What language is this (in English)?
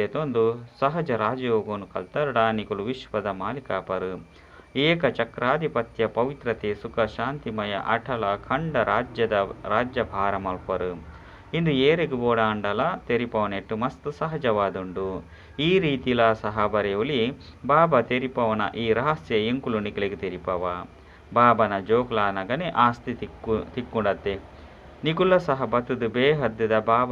Tulu